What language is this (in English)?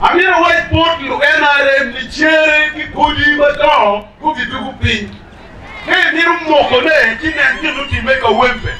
Acoli